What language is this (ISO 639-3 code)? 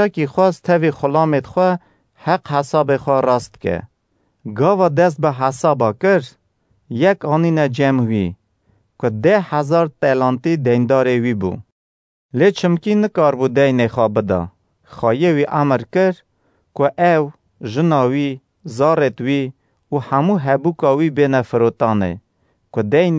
kur